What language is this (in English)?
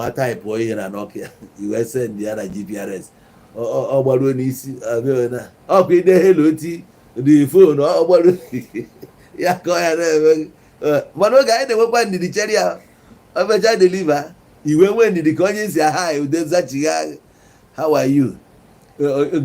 Igbo